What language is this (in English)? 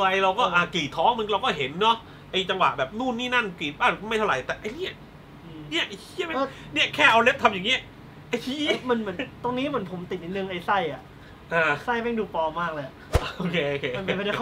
Thai